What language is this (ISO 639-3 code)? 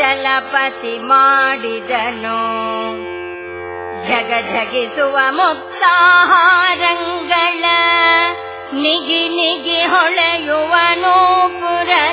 kan